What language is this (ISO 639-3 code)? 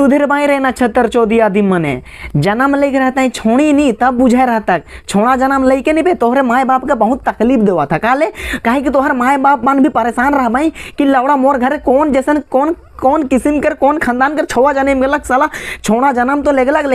sck